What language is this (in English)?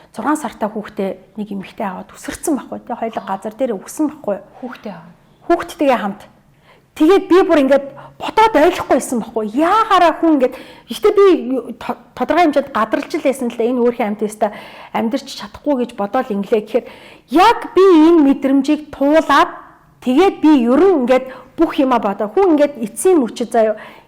Mongolian